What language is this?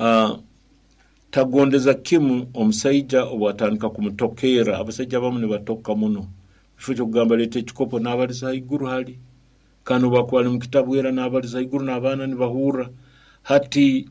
Nyoro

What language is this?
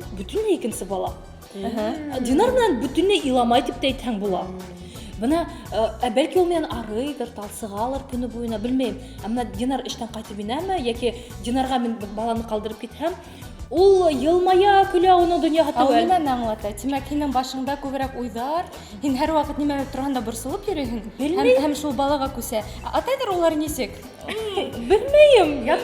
Bashkir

